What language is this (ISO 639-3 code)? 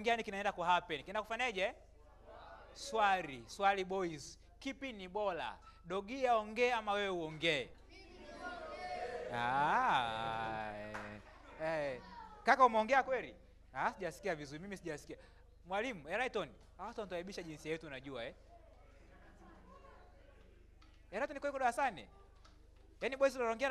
swa